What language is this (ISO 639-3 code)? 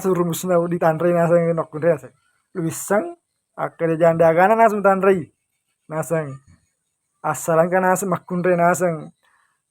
bug